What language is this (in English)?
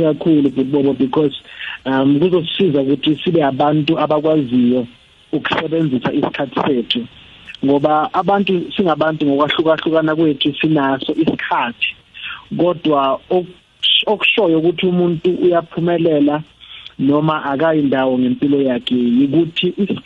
South Ndebele